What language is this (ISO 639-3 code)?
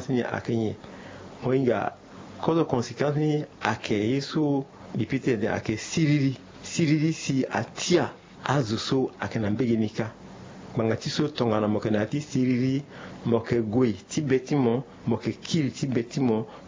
sag